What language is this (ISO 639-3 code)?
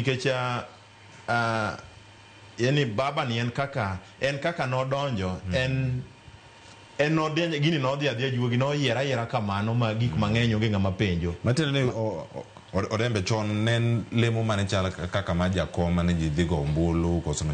luo